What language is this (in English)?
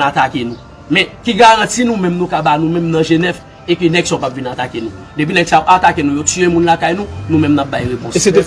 Haitian Creole